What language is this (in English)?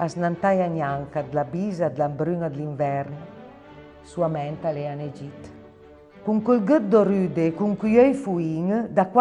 Piedmontese